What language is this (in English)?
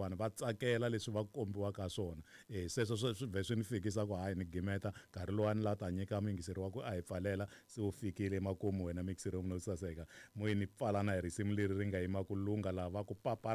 Tsonga